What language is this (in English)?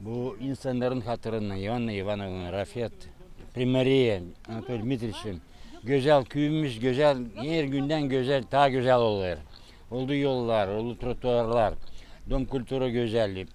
Gagauz